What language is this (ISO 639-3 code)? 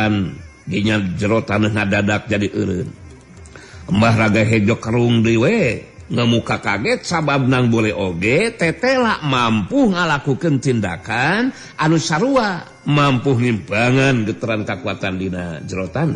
sun